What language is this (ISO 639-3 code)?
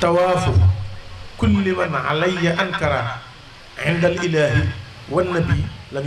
wol